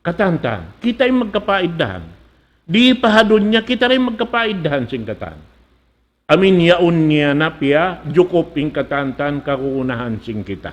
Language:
Tausug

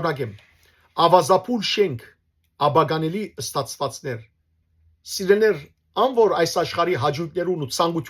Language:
Western Armenian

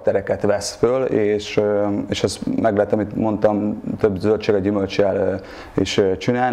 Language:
Hungarian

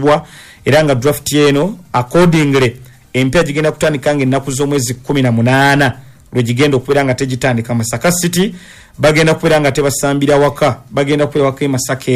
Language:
Ganda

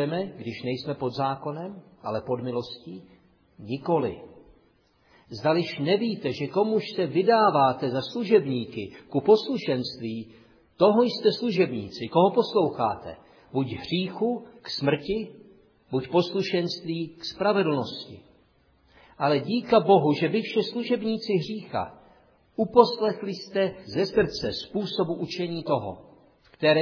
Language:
Czech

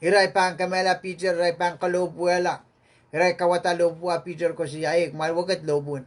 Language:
Pohnpeian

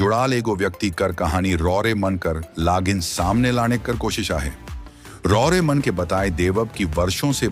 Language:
Sadri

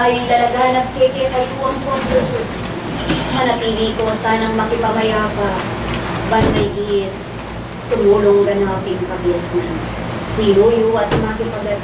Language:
Pampanga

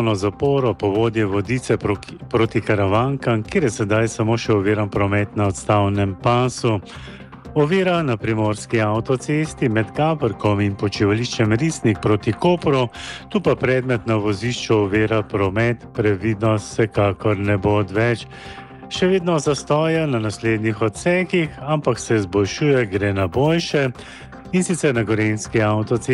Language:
Slovenian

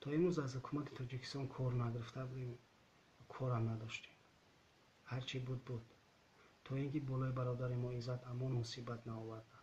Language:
Tajik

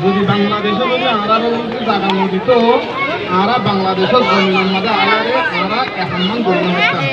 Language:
Rohingya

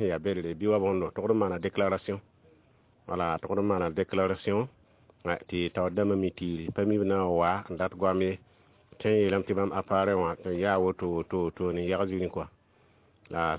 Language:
Mossi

